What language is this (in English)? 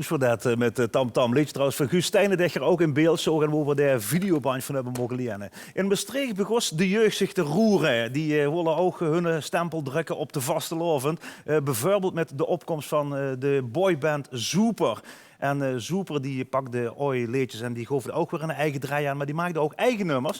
Limburgish